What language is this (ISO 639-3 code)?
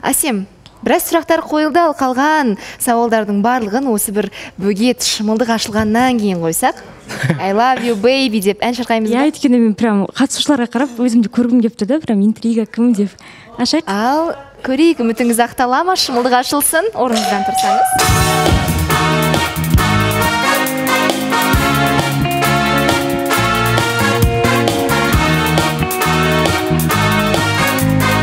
kaz